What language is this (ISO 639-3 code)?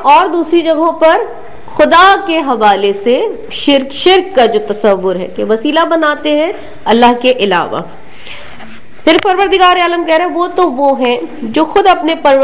urd